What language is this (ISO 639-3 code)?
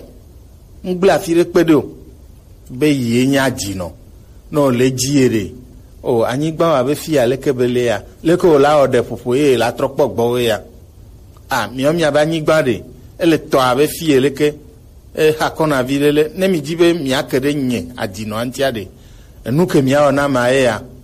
gej